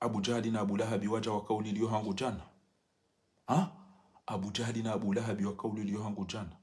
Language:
Ngazidja Comorian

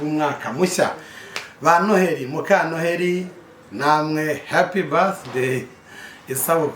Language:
Kinyarwanda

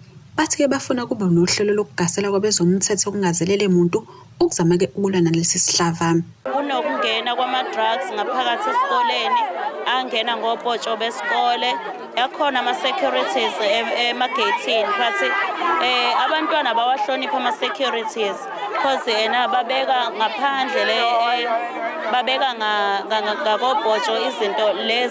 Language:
Zulu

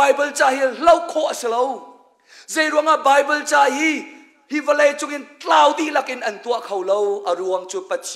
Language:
Hakha Chin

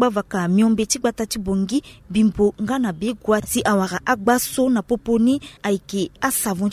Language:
Sango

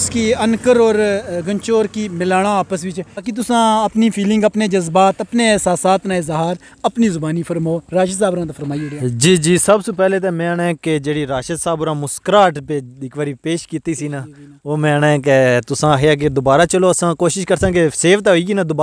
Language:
Pahari-Potwari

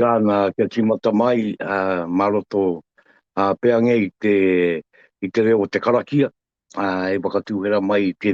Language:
Māori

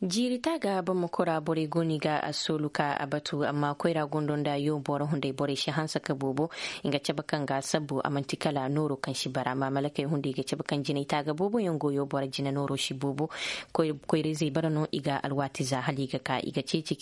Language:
Zarma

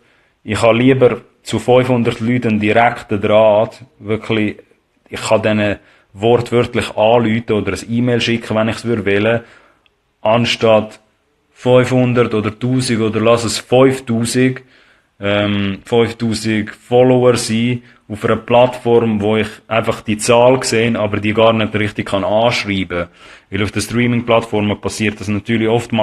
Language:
Swiss German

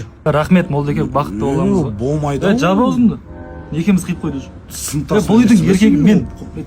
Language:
Kazakh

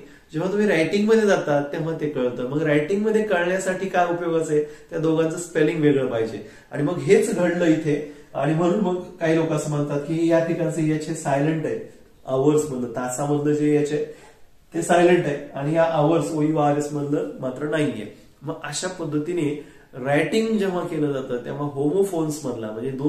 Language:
Marathi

